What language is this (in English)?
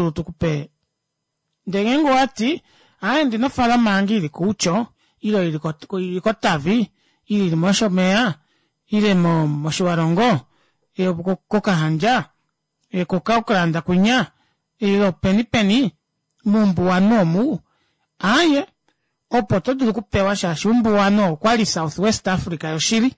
Kuanyama